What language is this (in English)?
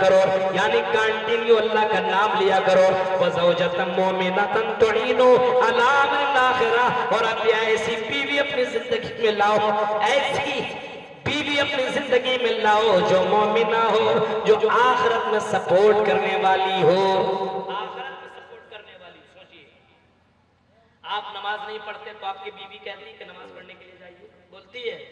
Urdu